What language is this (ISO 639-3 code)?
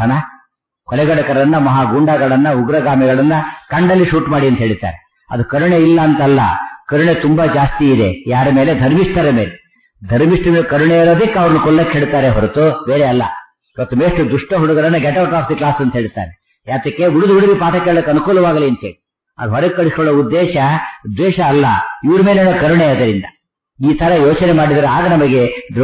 kan